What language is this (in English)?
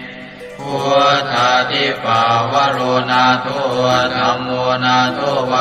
Pali